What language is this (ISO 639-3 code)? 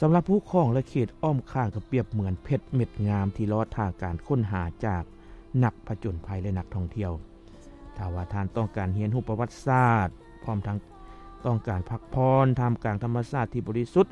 lao